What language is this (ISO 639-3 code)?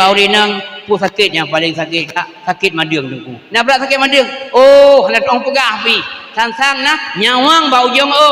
ace